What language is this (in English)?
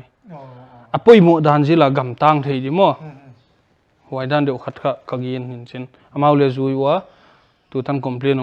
Paite Chin